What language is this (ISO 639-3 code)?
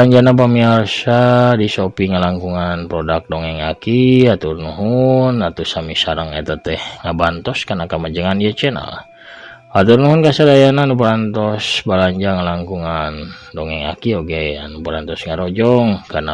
sun